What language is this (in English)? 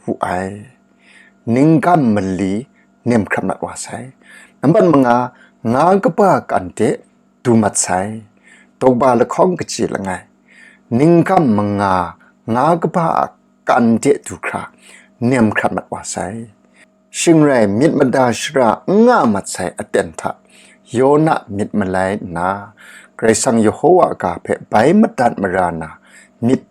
Kachin